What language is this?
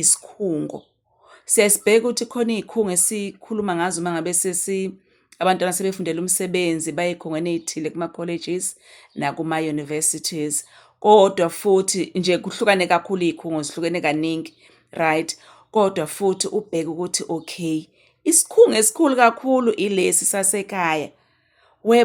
Zulu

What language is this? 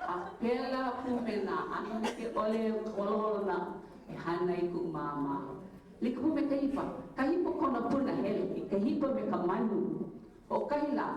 Hawaiian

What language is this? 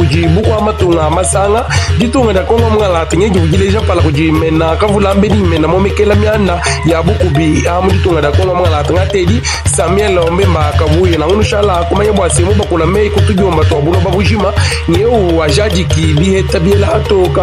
Luba-Lulua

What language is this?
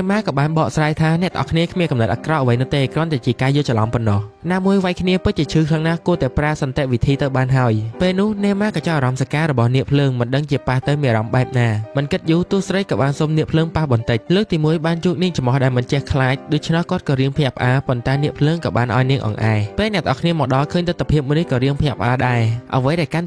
Khmer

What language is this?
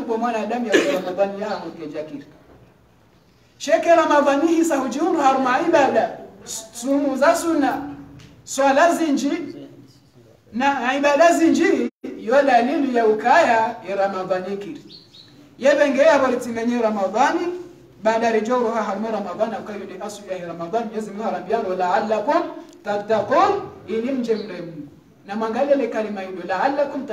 Swahili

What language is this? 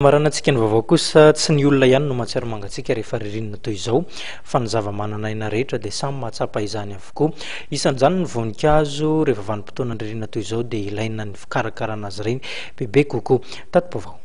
Malagasy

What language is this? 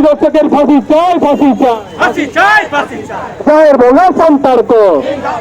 Santali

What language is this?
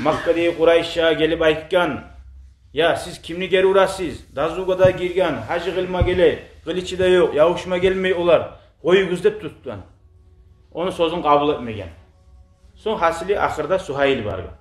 Kumyk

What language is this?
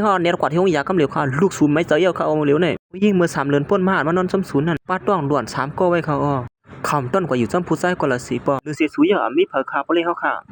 Shan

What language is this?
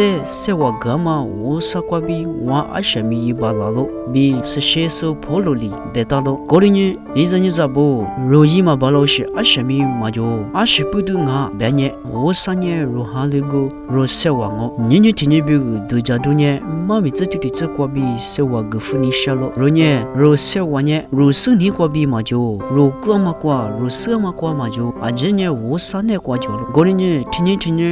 Lisu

